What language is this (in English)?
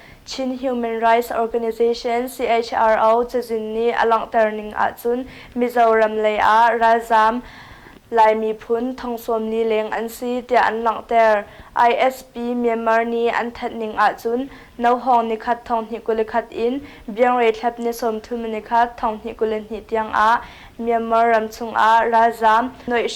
Hakha Chin